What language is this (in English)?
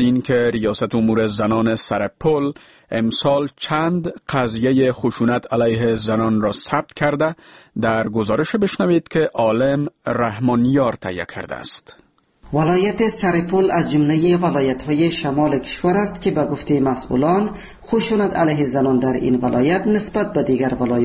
Persian